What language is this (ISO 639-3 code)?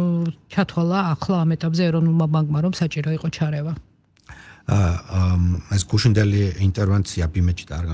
kat